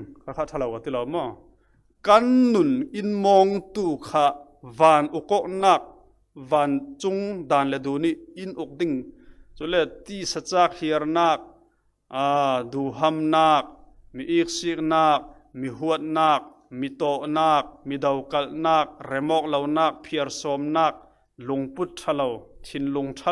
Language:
Falam Chin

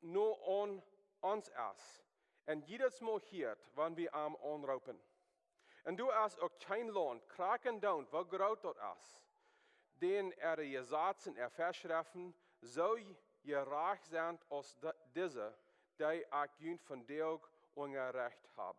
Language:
Plautdietsch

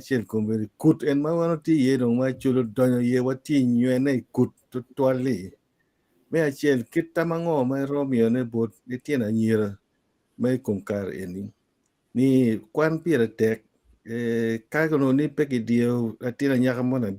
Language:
Acoli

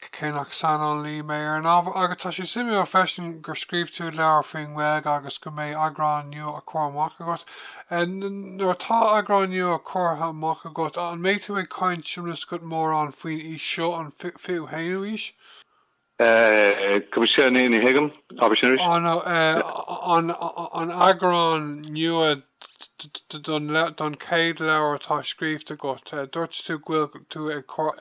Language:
Irish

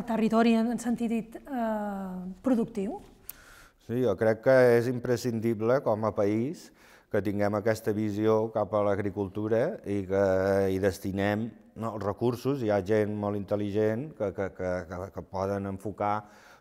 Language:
Catalan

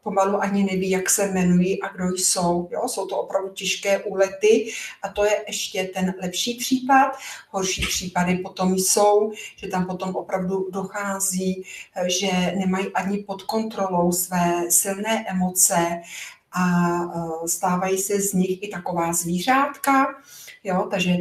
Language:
Czech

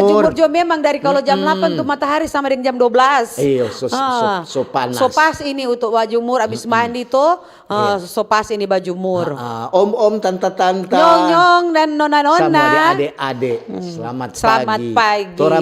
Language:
Manado Malay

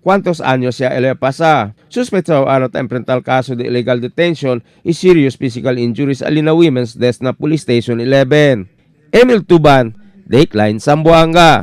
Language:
Chavacano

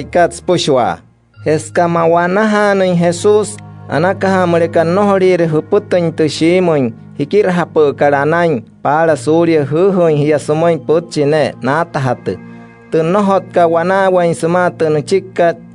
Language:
Wayuu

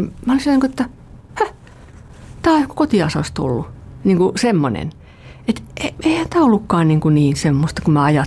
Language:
Finnish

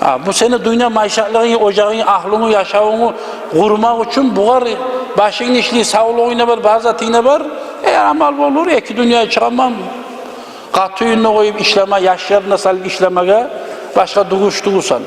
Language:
Kumyk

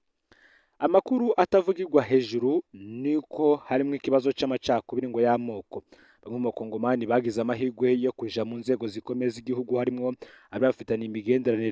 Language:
Rundi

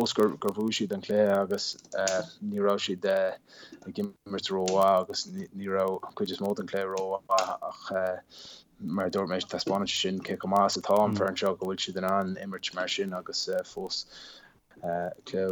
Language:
Irish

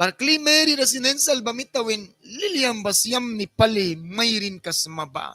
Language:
Mískito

